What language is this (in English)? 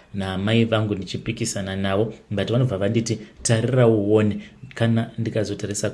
Shona